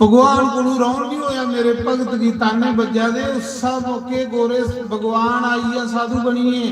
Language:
Dogri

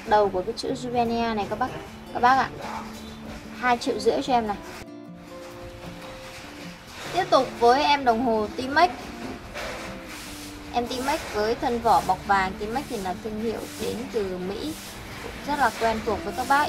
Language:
Vietnamese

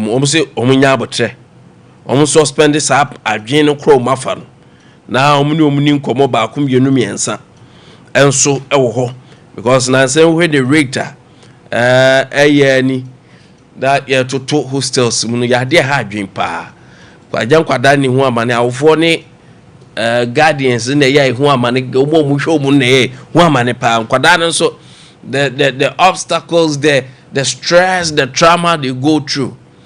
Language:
Akan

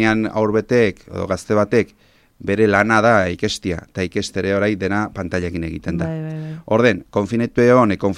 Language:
Basque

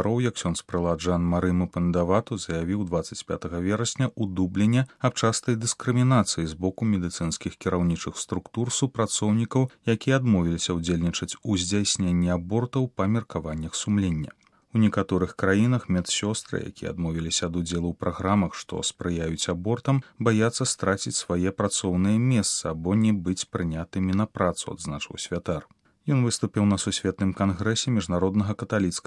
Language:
Belarusian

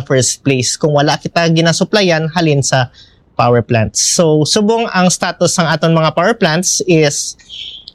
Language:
Hiligaynon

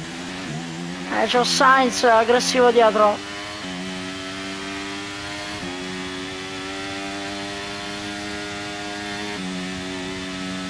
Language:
Italian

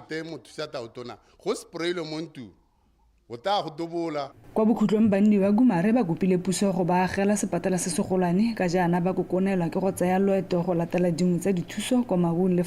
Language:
Tswana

